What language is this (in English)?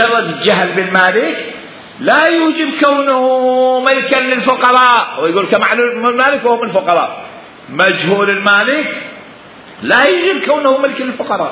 Mesopotamian Arabic